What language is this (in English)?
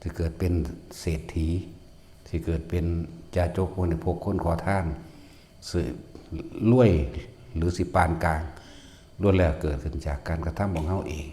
Northeastern Thai